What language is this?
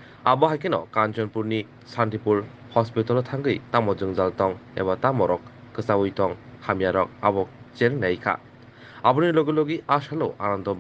Kok Borok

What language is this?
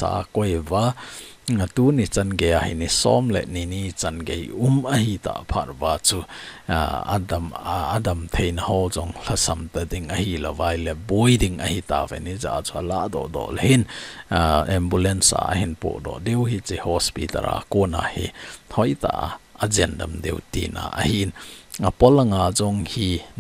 Thado Chin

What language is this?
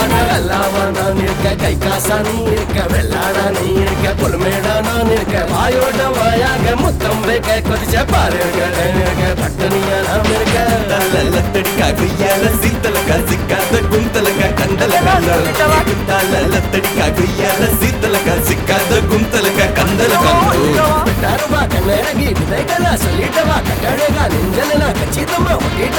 Tamil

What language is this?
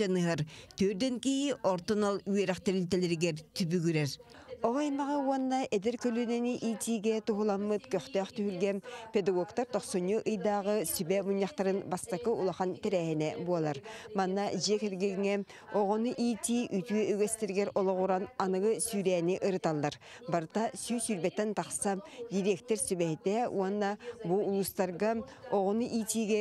Yakut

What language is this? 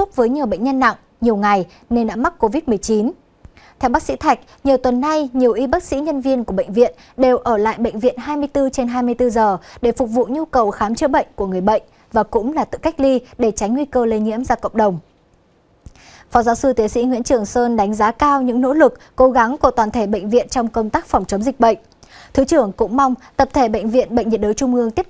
Vietnamese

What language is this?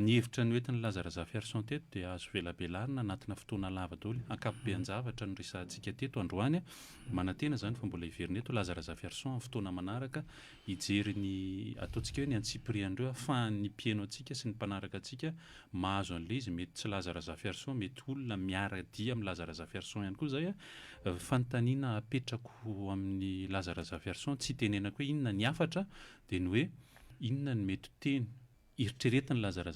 Malagasy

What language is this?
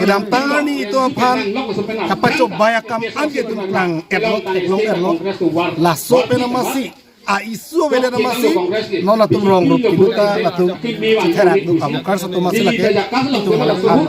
Karbi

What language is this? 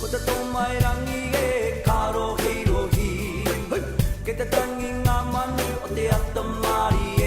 Māori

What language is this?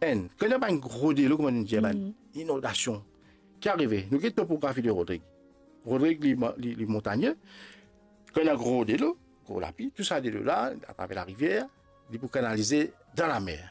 Morisyen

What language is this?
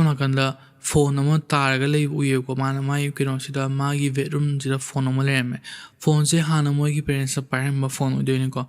Manipuri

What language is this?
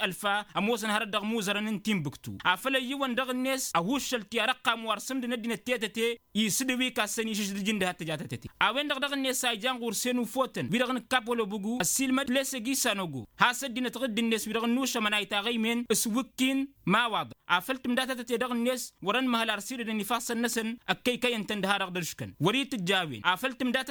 Tamasheq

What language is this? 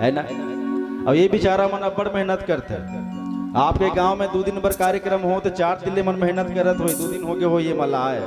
Chhattisgarhi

